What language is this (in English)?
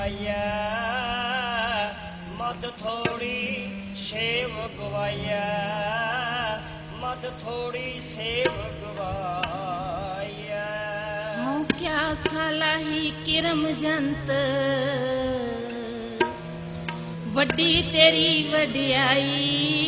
Punjabi